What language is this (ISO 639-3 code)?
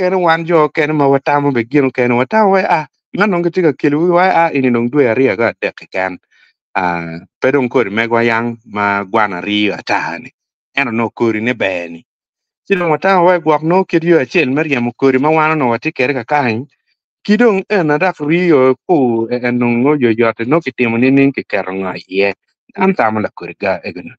ach